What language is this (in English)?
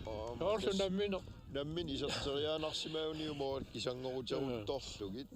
Kalaallisut